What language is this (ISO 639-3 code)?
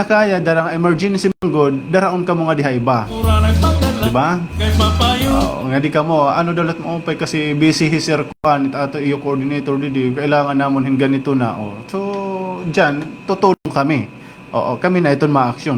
war